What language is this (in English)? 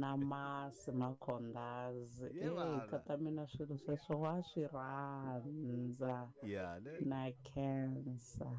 Tsonga